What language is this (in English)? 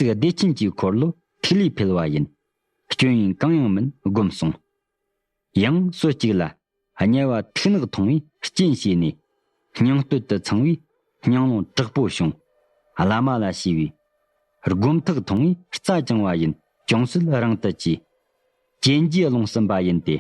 Tibetan